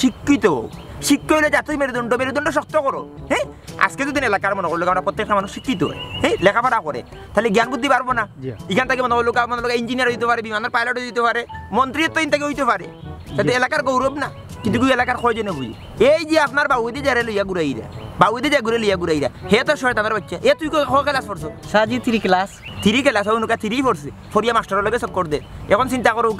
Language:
Sylheti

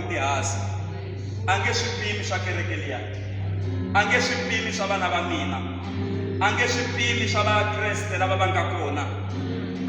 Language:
Tsonga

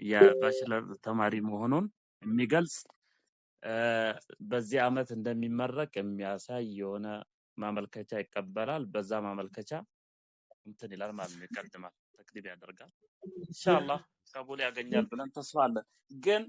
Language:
Amharic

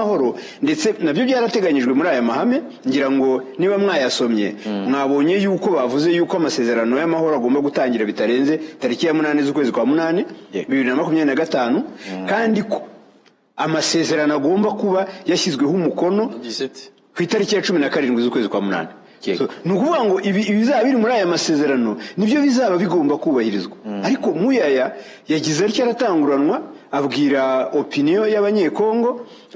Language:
Kinyarwanda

